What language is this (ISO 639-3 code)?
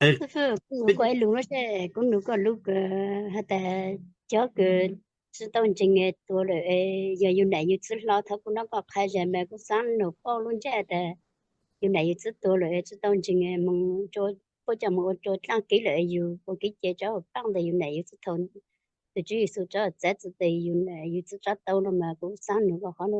hmn